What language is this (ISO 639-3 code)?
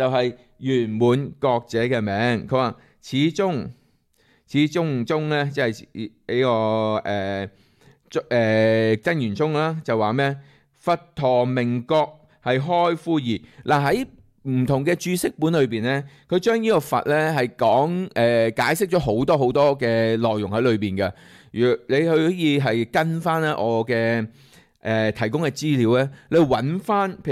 yue